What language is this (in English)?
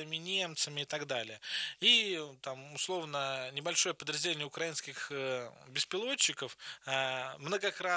Russian